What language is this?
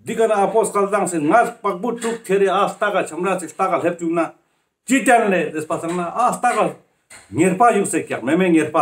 Ladakhi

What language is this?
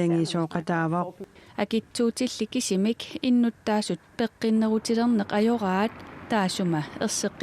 Kalaallisut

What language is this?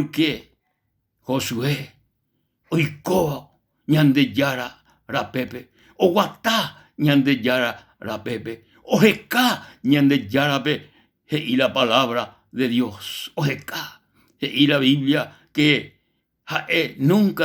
Guarani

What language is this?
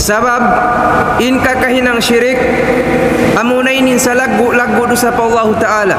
Tausug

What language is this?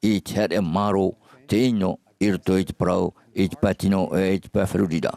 Tahitian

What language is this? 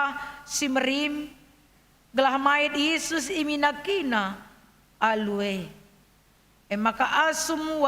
Batak Karo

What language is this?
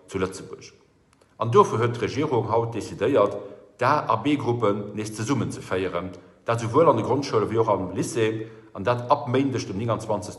Luxembourgish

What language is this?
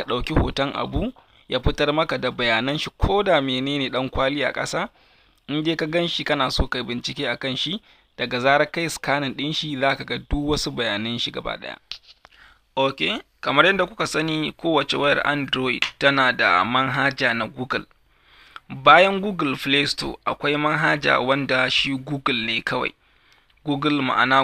Hausa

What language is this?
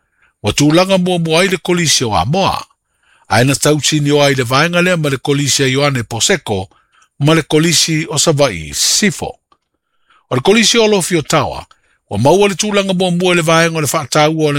Samoan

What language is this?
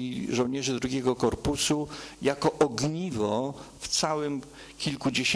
Polish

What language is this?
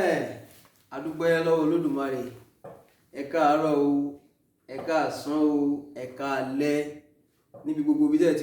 Yoruba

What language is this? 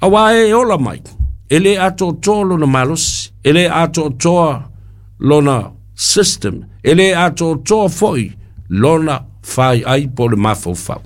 Samoan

